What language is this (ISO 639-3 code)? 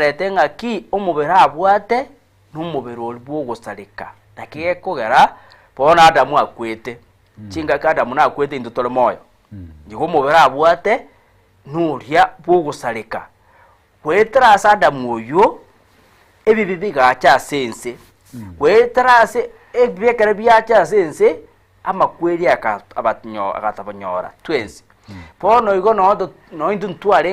guz